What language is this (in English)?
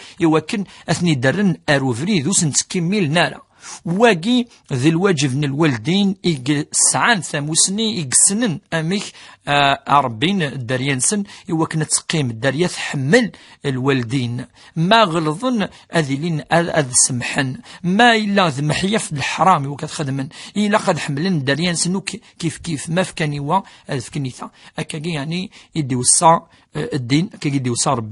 Kabyle